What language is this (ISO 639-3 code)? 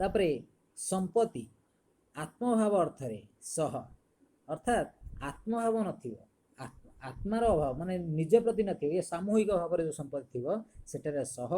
ori